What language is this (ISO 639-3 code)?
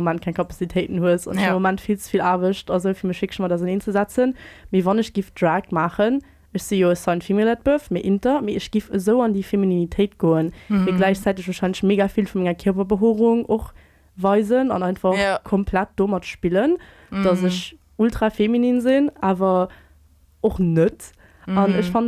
ltz